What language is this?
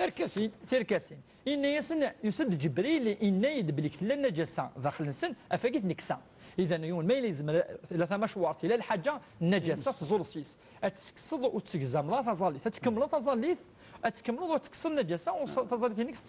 Kabyle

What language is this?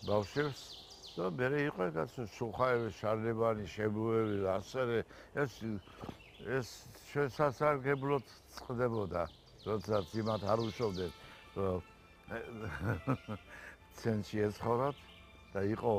Georgian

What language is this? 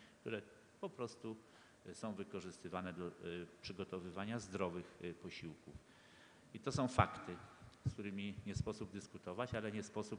Polish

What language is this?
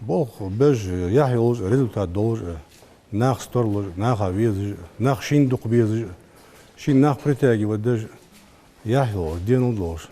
Ingush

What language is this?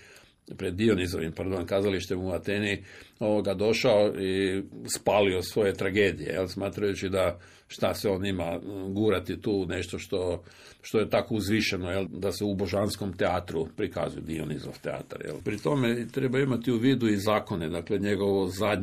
Croatian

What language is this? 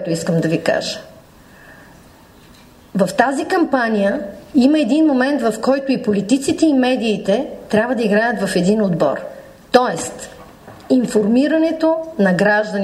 Bulgarian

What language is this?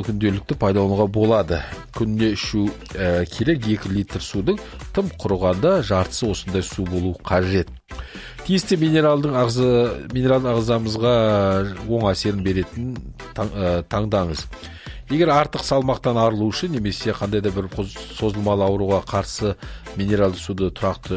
Kazakh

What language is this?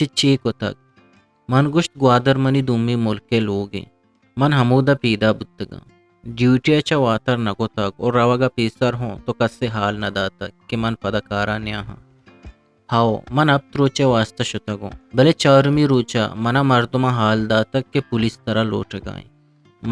Eastern Balochi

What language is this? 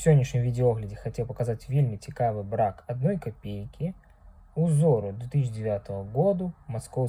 Belarusian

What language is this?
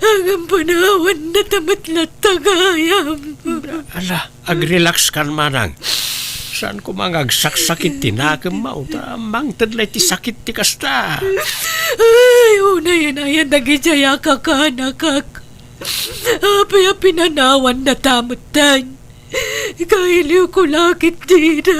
Iloko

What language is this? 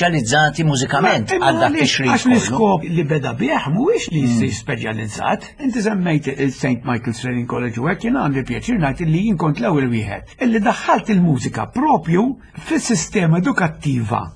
Maltese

